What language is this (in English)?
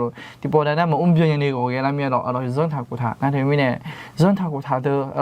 Akha